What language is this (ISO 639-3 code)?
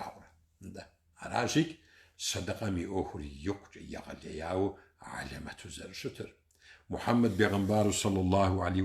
kbd